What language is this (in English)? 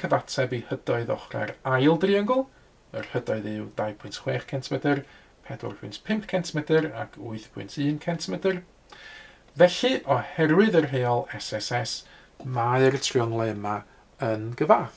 Welsh